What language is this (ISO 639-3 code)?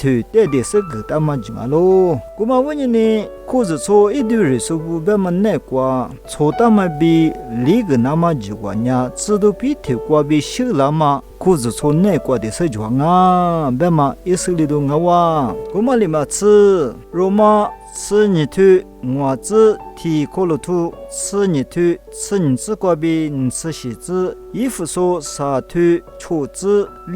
lis